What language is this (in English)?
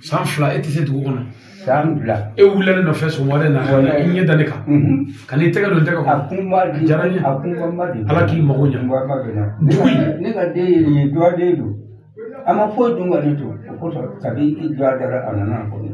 Bambara